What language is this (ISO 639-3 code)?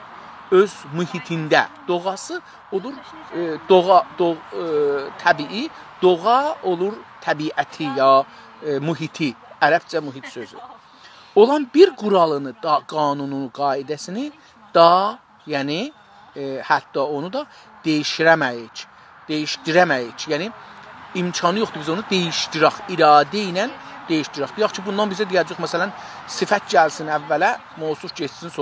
azb